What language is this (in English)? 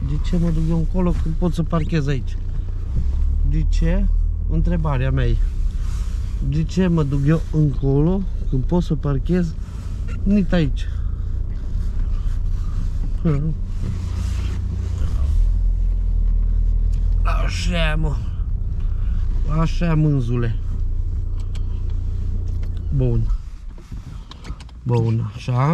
Romanian